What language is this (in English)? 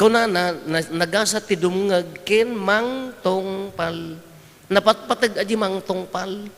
Iloko